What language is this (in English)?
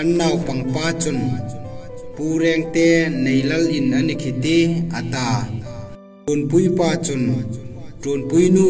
Hmar